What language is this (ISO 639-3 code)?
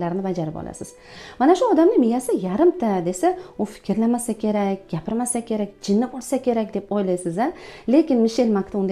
uzb